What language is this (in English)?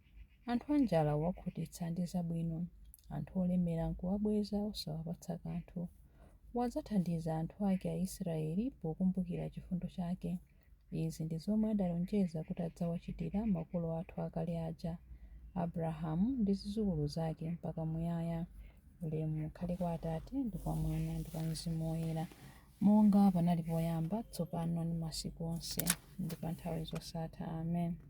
Nyanja